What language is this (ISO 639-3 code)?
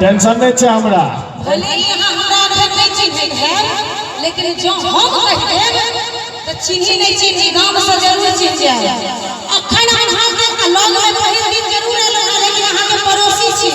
mai